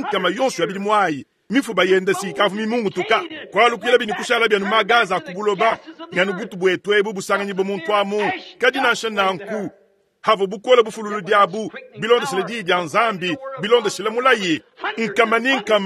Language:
Luba-Lulua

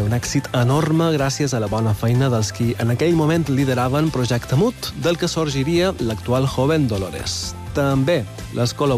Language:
Catalan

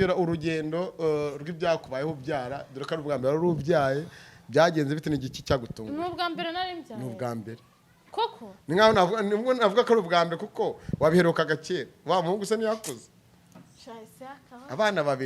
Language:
Kinyarwanda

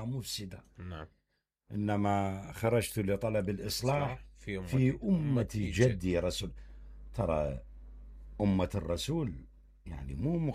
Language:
Mesopotamian Arabic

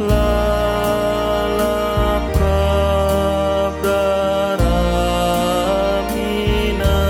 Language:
Batak Karo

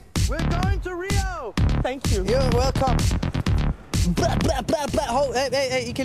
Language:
Danish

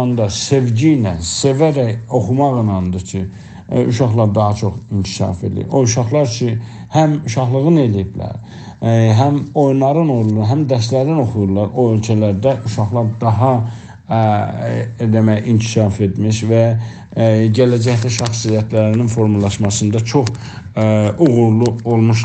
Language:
South Azerbaijani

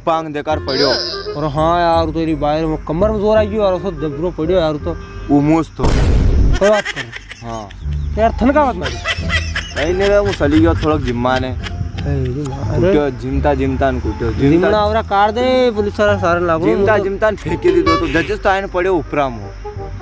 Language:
Rajasthani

